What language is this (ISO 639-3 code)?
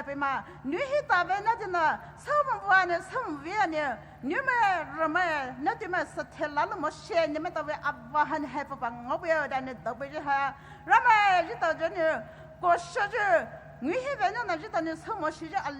pmx